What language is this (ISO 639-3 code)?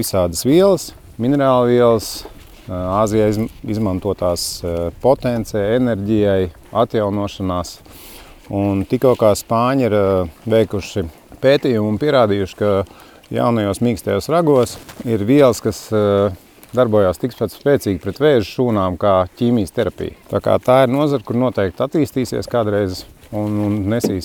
lav